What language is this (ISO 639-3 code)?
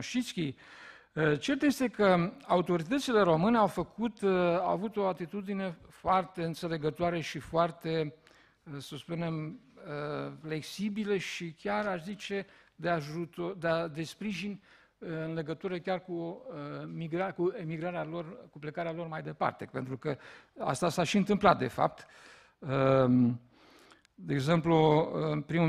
ron